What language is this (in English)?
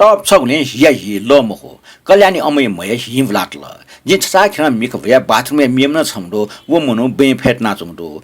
Newari